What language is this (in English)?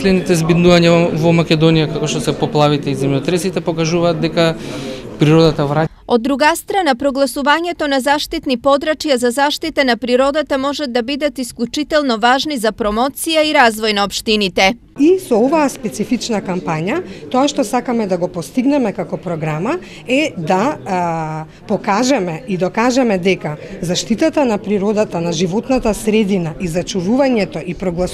Macedonian